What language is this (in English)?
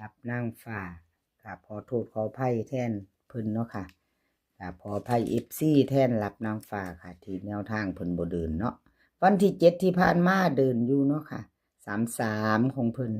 Northeastern Thai